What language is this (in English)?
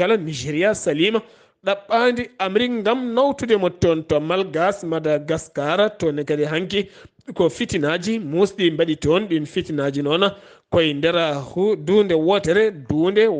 Fula